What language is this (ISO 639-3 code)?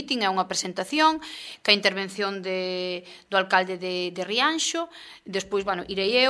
glg